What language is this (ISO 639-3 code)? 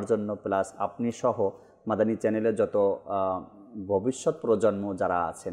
ben